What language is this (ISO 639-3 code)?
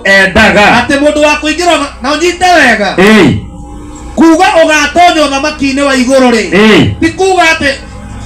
kik